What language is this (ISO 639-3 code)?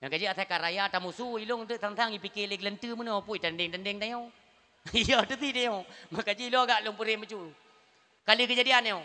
ace